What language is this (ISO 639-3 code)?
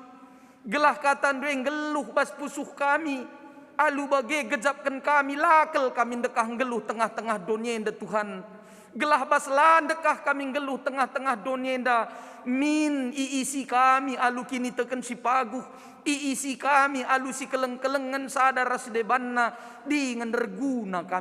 btx